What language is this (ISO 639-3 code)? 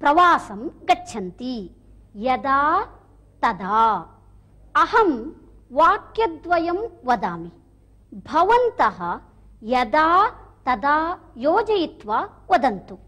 san